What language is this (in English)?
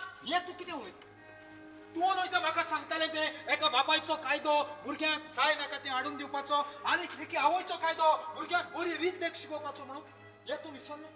Konkani